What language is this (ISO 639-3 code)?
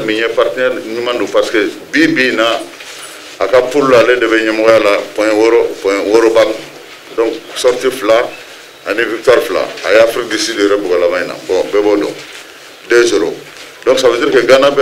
bam